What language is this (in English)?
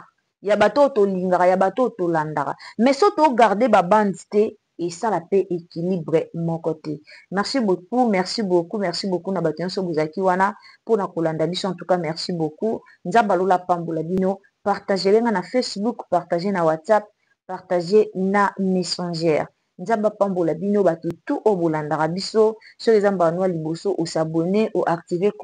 Lingala